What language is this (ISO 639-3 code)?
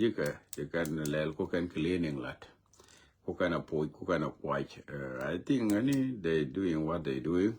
nus